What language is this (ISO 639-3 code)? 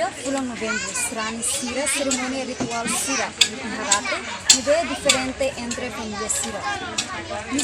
tet